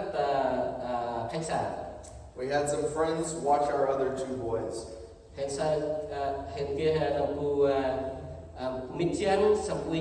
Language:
Central Mnong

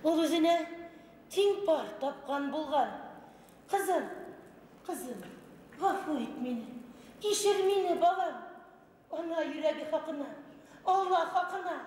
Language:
Bashkir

